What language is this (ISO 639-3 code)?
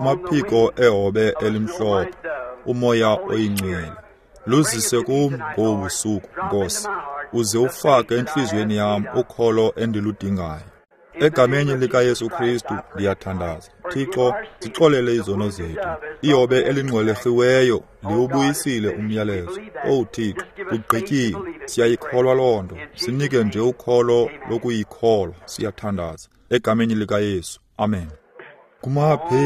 xho